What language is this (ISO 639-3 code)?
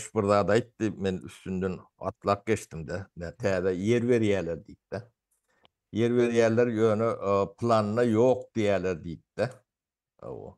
tuk